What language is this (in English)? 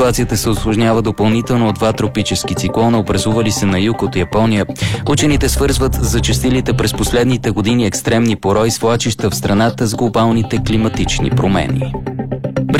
Bulgarian